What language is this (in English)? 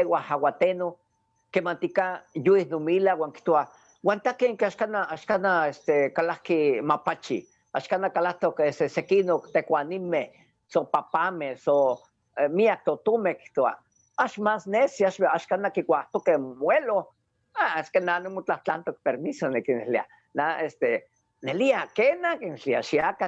Eastern Huasteca Nahuatl